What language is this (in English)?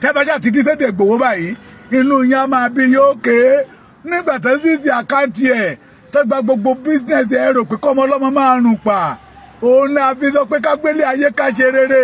Yoruba